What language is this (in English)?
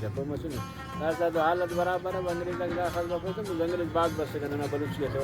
Brahui